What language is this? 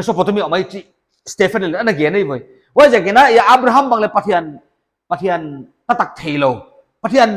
Paite Chin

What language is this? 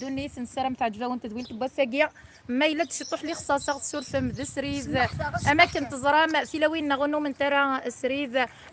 Kabyle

